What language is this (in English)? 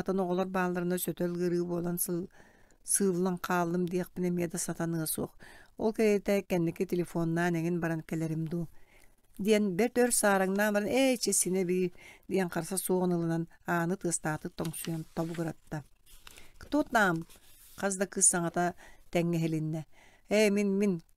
Yakut